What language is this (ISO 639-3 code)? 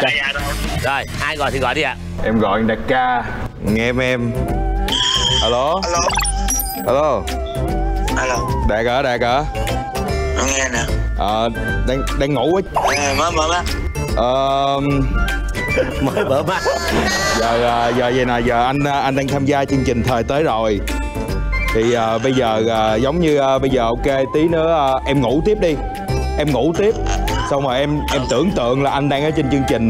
vie